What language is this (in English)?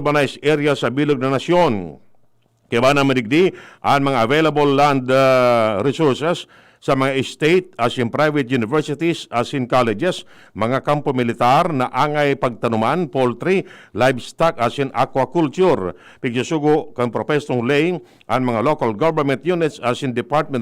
Bikol